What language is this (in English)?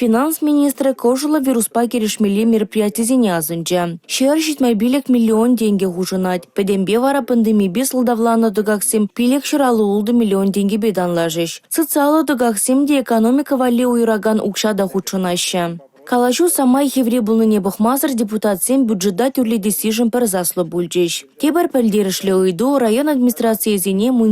Chuvash